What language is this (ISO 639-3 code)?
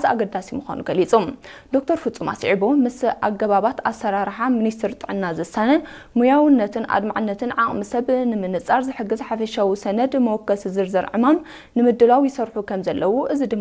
tir